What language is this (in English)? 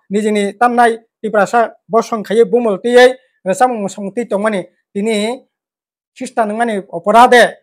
Kok Borok